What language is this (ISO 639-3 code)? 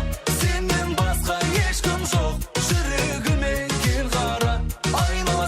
kaa